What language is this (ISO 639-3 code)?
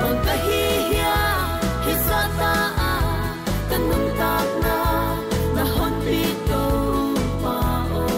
ctd